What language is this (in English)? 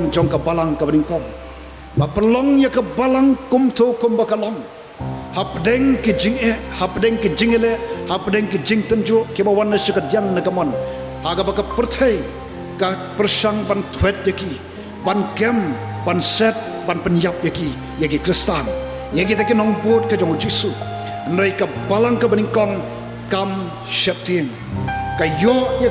Khasi